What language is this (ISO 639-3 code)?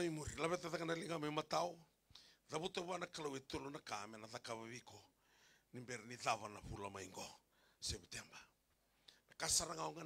fij